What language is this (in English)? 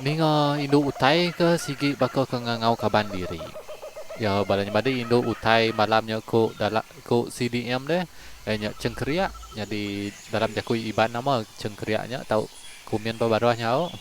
Iban